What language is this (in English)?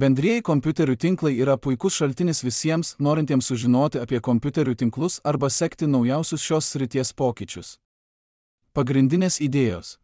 Lithuanian